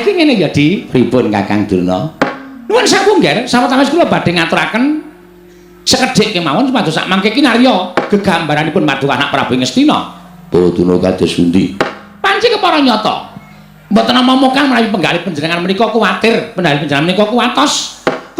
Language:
Javanese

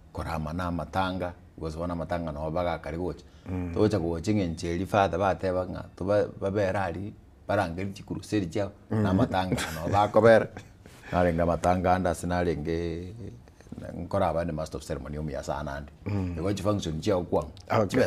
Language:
Gusii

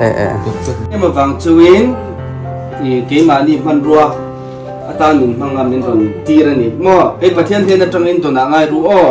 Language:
Mizo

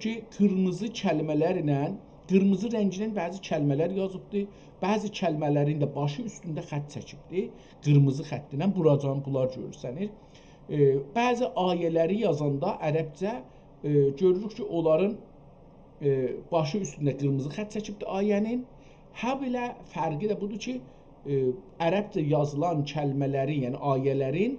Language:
South Azerbaijani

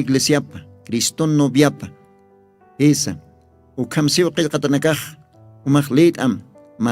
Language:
Aymara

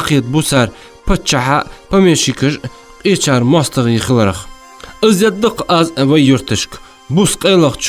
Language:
Ingush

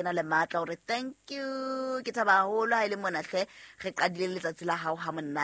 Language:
Southern Sotho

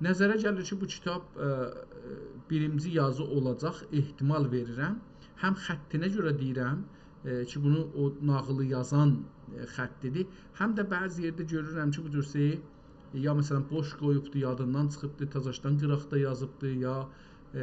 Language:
South Azerbaijani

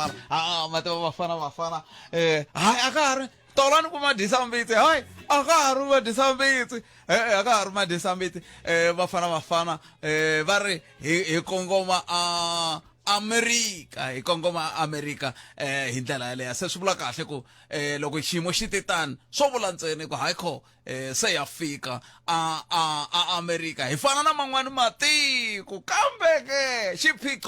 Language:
Tsonga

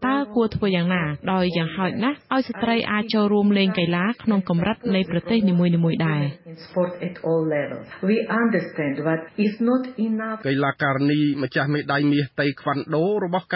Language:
Khmer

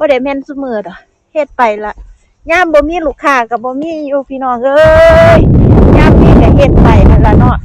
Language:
Northeastern Thai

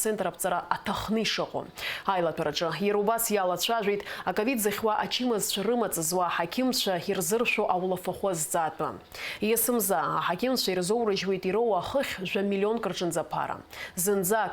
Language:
Abkhazian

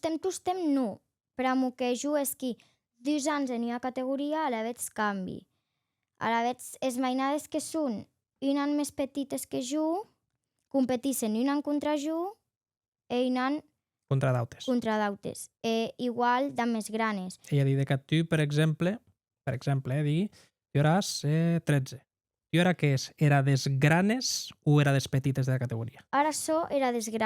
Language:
Occitan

